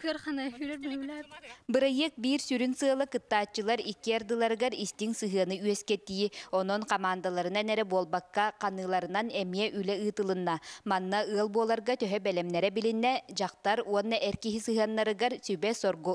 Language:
Yakut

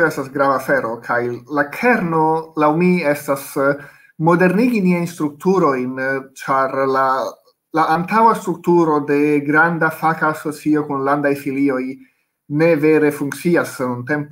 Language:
Esperanto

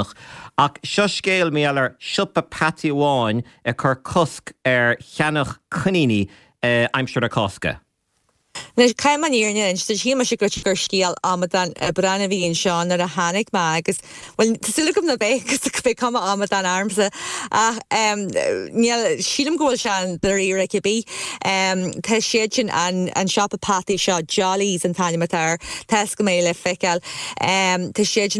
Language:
Irish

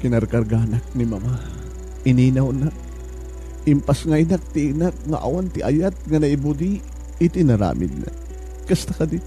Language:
Iloko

